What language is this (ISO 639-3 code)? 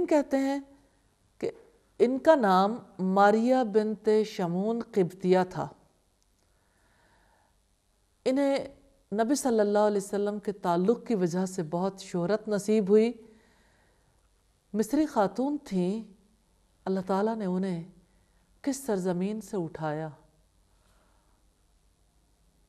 urd